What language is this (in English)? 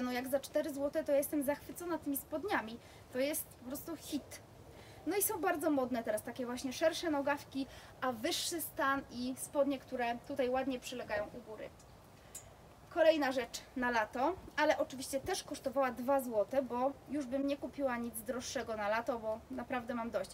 Polish